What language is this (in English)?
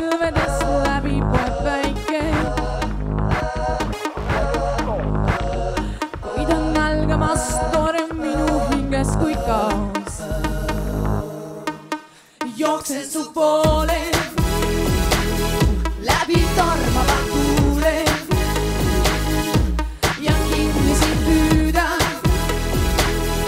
Estonian